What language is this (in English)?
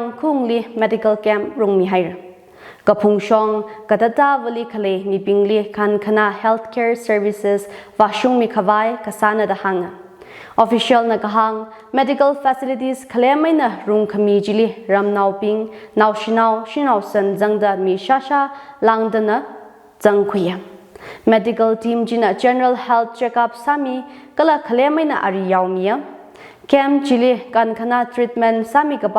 Tangkhul Naga (India)